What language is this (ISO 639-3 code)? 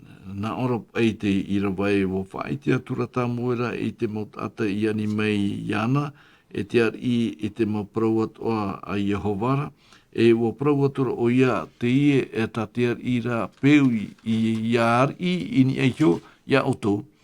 tah